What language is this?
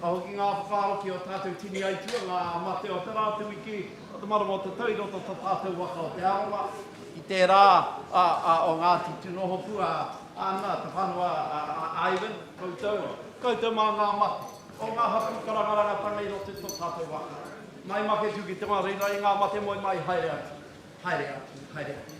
Māori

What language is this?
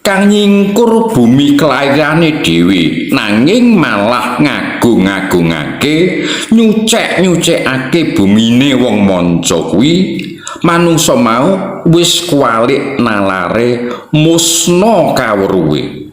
Javanese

